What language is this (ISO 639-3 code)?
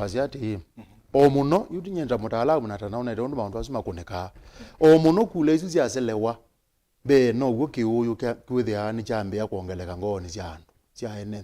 kam